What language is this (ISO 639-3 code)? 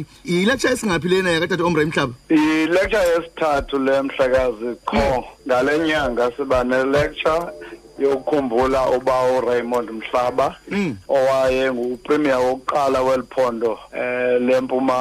xho